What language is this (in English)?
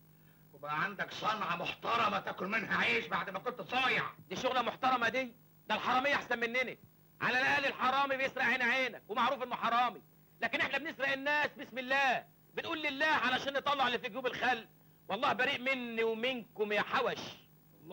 Egyptian Arabic